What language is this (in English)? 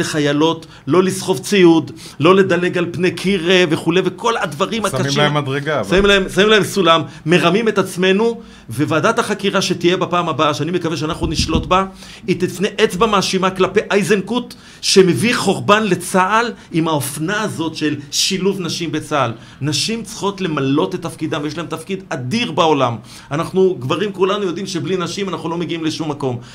Hebrew